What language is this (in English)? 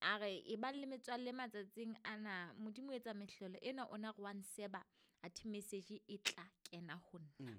Southern Sotho